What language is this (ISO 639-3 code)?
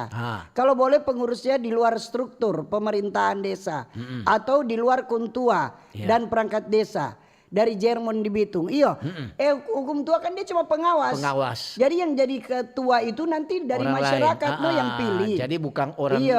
xmm